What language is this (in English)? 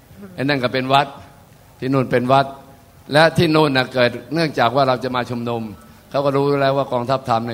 Thai